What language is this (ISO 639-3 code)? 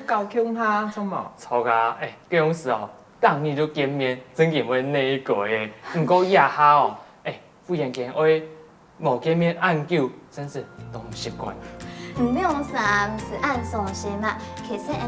hak